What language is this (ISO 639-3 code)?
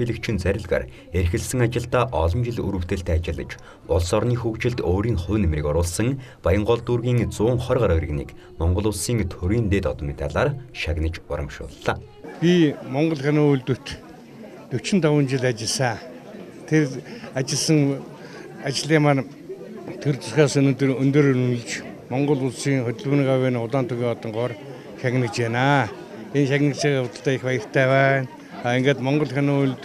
mon